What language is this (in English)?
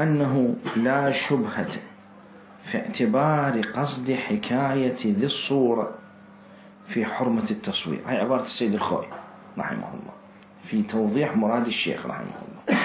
Mesopotamian Arabic